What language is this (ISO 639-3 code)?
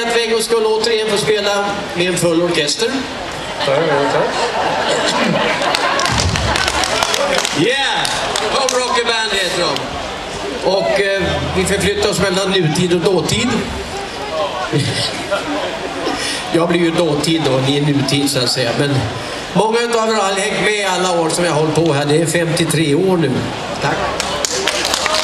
swe